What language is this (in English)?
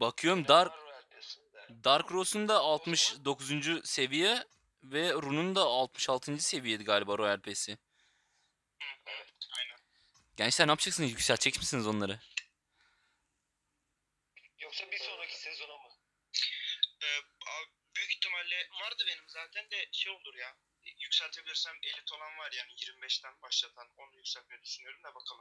Turkish